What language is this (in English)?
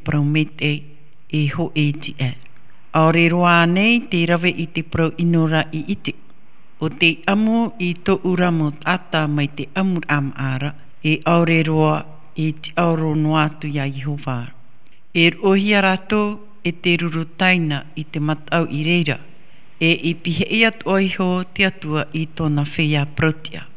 Tahitian